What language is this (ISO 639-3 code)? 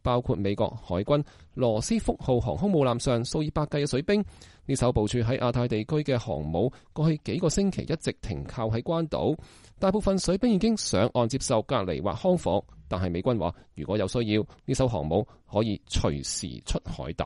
yue